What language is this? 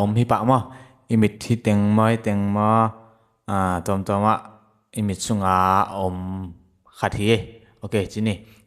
Tedim Chin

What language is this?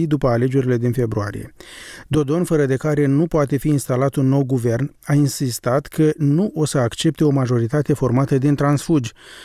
Romanian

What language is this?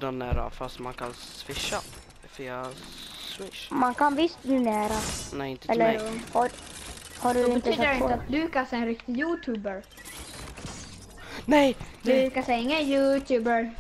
Swedish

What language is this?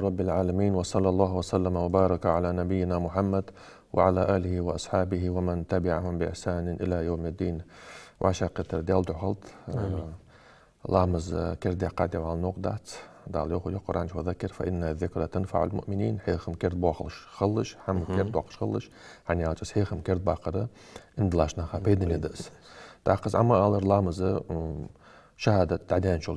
Ingush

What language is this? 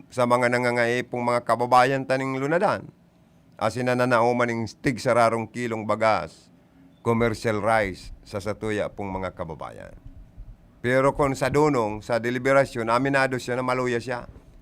Bikol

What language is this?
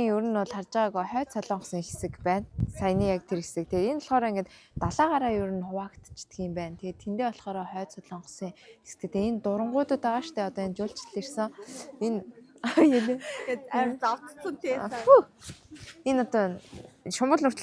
Mongolian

